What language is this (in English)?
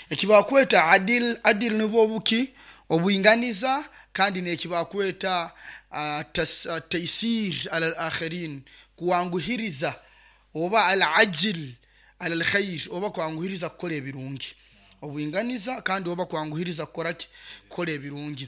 Nyoro